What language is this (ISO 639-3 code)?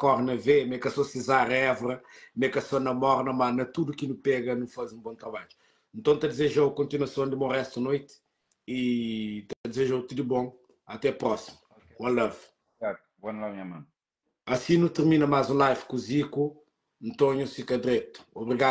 kea